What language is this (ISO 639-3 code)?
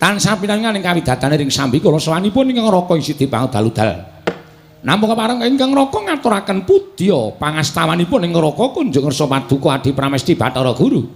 jav